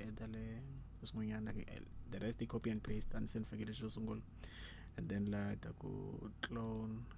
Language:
Tsonga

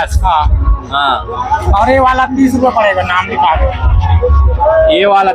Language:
Chhattisgarhi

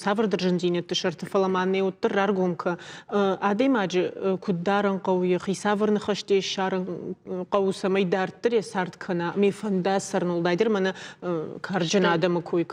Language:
Ossetic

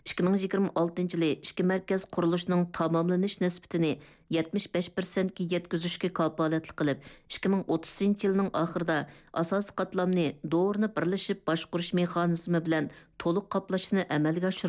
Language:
Uyghur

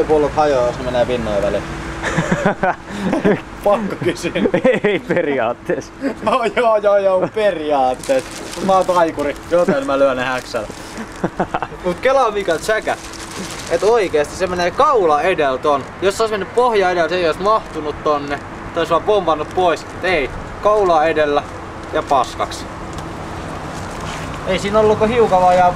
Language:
Finnish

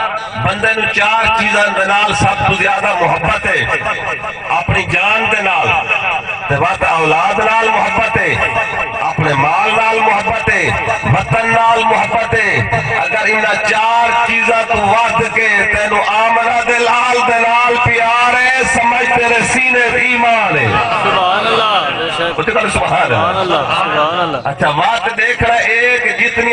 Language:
Saraiki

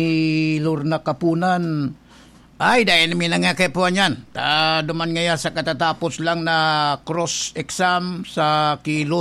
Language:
Bikol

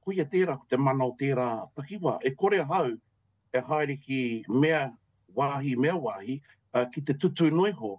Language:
Māori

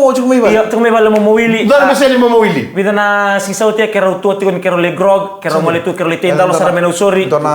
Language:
Fijian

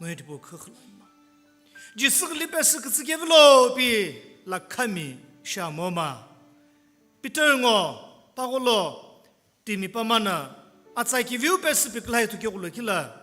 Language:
Sumi Naga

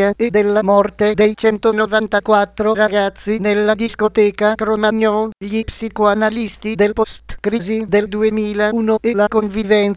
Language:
Italian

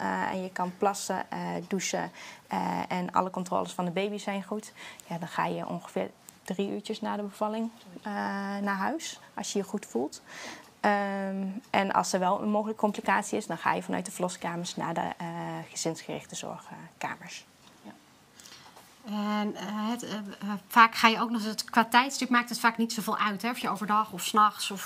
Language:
Dutch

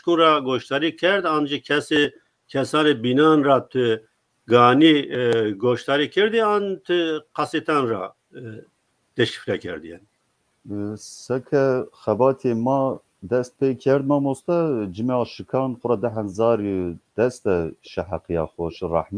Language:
Zaza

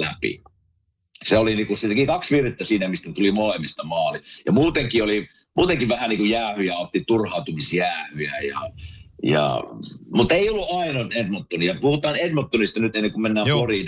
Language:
Finnish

